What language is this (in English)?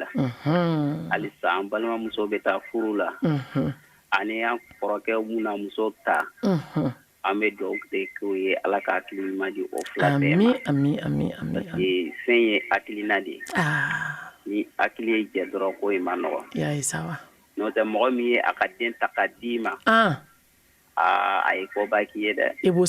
Bambara